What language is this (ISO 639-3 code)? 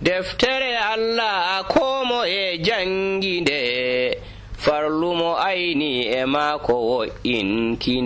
fuv